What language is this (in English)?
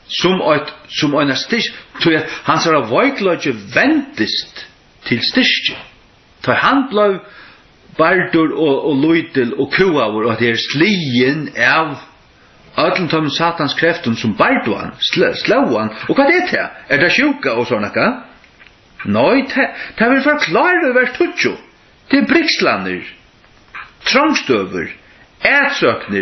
Faroese